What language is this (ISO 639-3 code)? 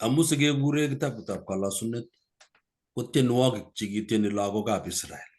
kln